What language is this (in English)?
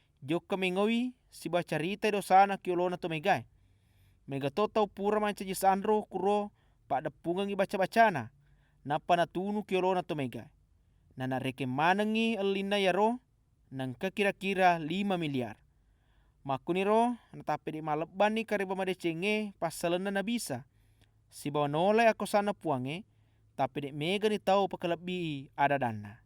Buginese